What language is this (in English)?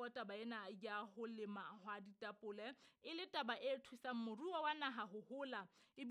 Southern Sotho